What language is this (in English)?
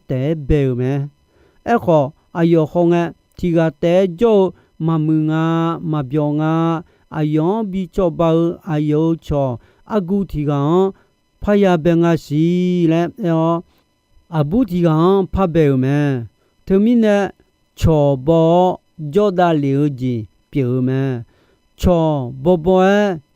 Akha